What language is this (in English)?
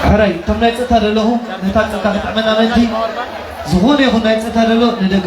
Tigrinya